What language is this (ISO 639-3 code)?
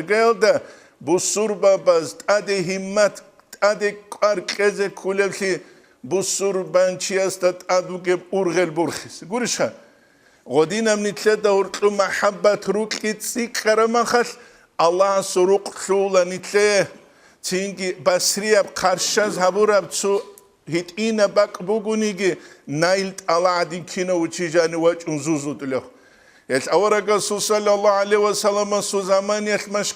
ava